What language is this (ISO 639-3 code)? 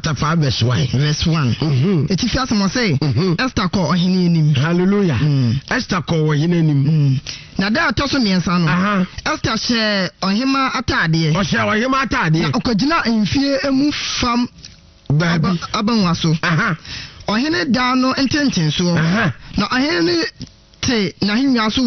aka